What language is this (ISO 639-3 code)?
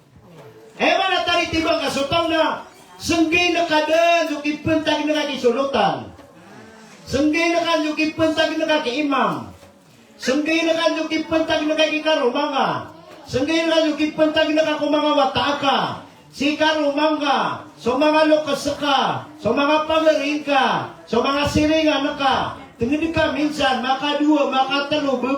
mrw